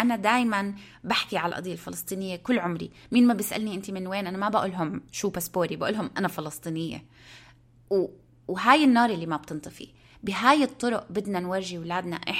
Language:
North Levantine Arabic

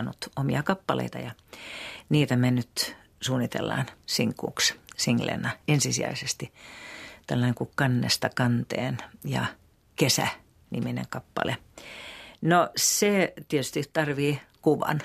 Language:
Finnish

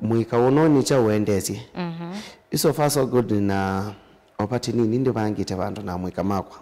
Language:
Kamba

